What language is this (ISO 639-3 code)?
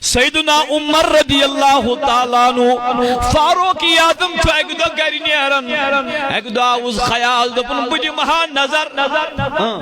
kas